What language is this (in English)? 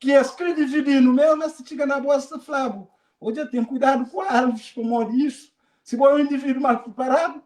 Kabuverdianu